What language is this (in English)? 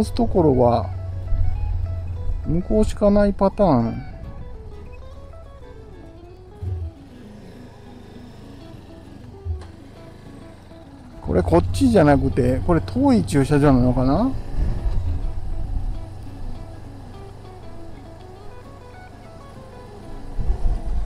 Japanese